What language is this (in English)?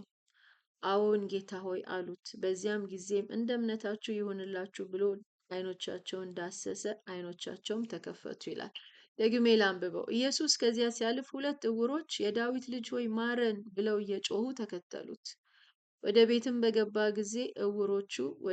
Amharic